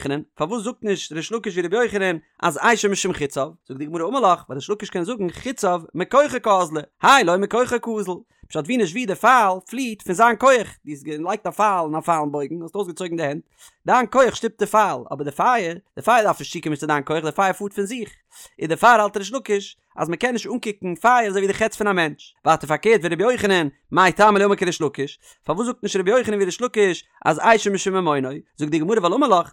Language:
Yiddish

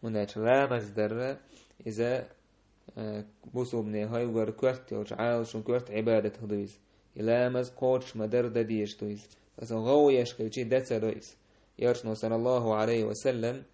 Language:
Chechen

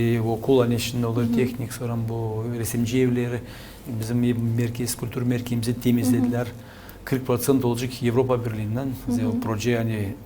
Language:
Gagauz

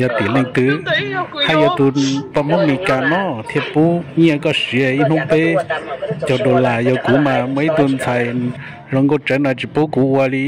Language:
Hmong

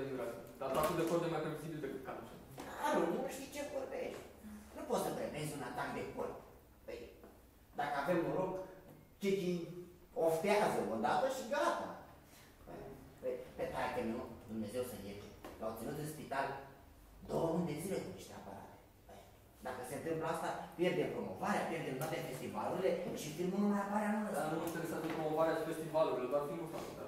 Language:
Romanian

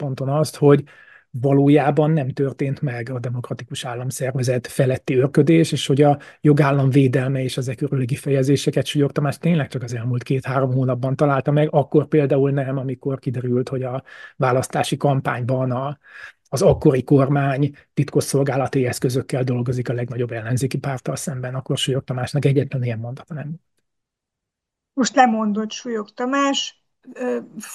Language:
Hungarian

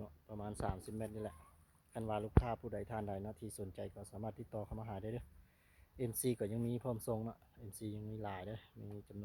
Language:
Lao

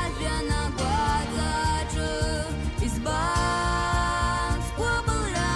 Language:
Abkhazian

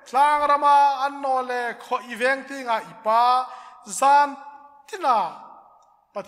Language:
Hmar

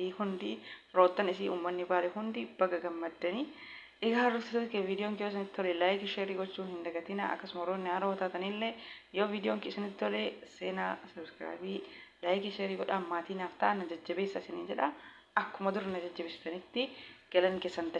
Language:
Oromo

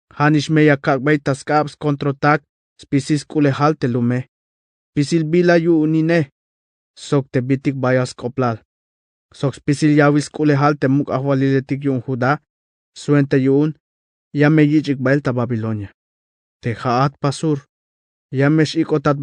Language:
Tzeltal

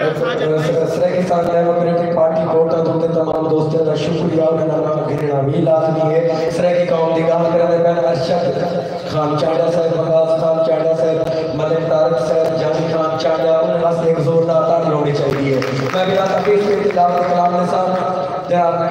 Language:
Saraiki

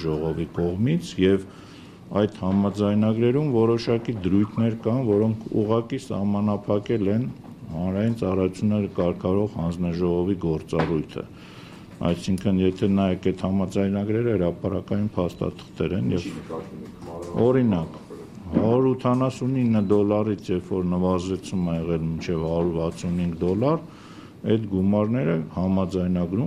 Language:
Armenian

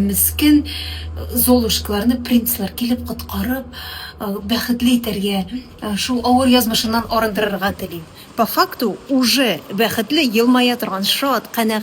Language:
Tatar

